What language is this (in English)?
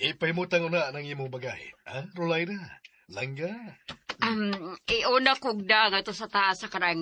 Cebuano